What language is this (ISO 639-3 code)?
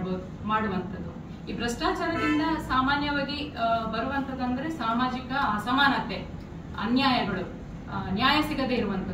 kan